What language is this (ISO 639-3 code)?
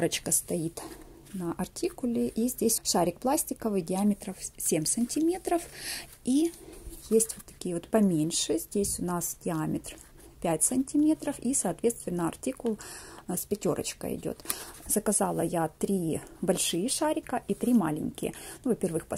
rus